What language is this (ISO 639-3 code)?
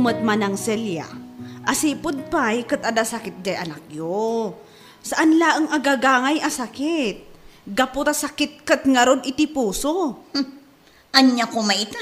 ilo